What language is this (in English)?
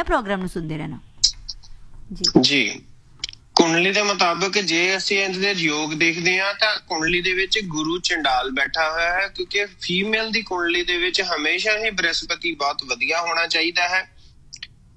Punjabi